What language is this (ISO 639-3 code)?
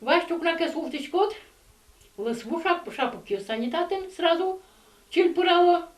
udm